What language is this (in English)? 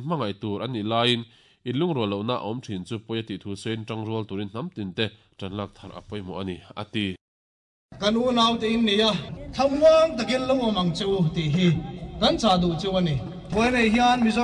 Mizo